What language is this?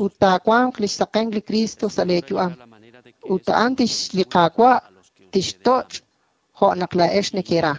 Kekchí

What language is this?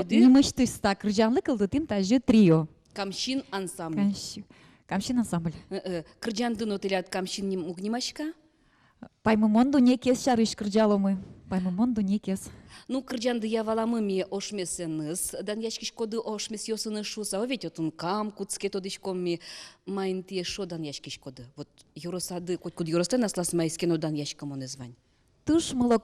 Udmurt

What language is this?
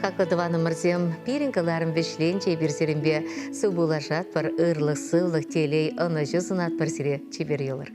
Chuvash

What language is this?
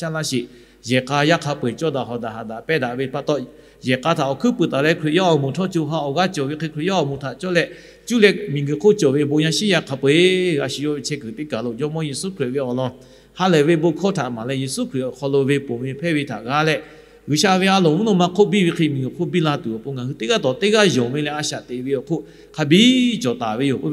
Lahu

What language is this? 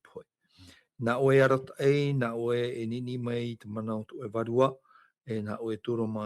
Tahitian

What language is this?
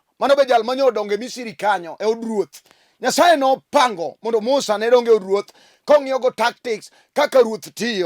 Luo (Kenya and Tanzania)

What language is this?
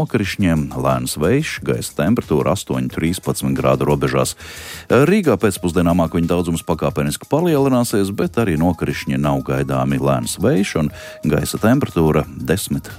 Latvian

